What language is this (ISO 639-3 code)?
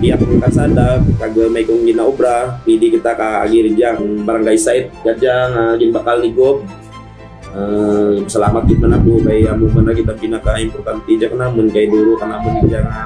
krj